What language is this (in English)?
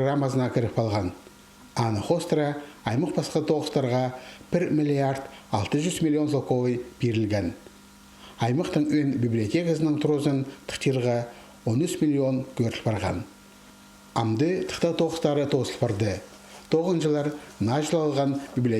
Khakas